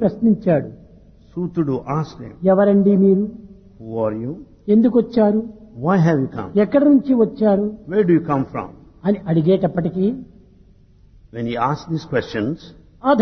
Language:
Telugu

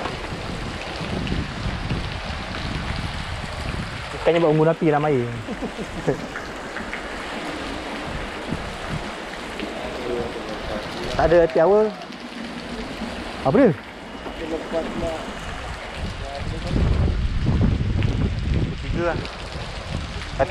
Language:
Malay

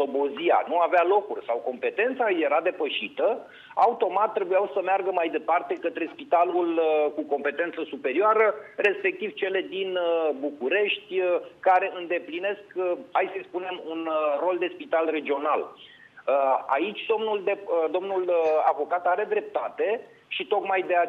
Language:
Romanian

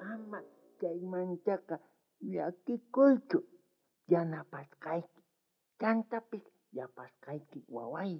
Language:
South Bolivian Quechua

